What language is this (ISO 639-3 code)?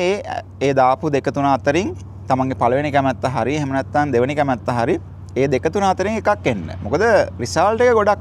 sin